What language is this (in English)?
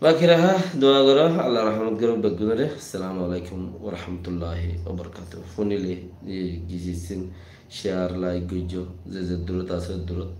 Rohingya